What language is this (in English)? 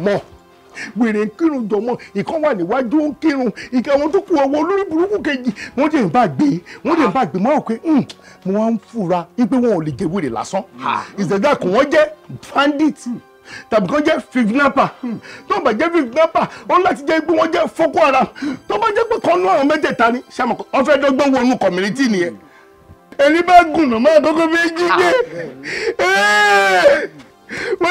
Yoruba